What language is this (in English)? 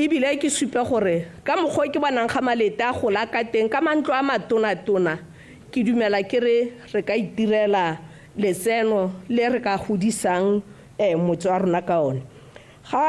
Tswana